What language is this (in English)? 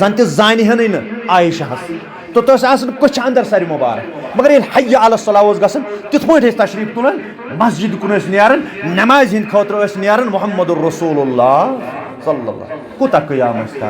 Kashmiri